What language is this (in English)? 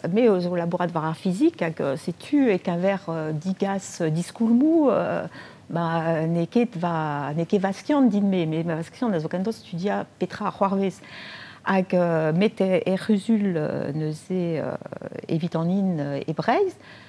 Breton